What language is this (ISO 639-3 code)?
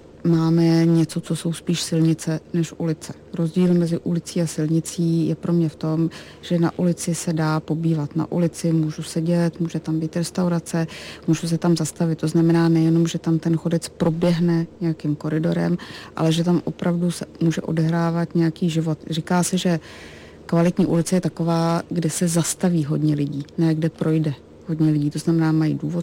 ces